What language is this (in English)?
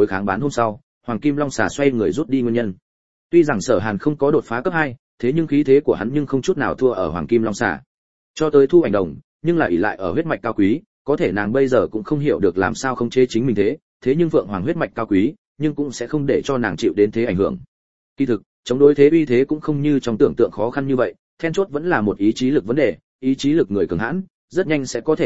Vietnamese